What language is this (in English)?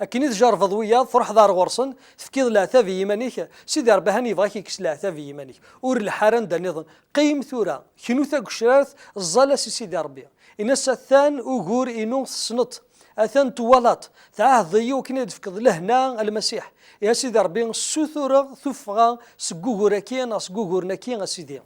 Kabyle